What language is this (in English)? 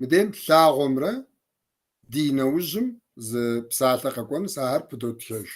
Kabardian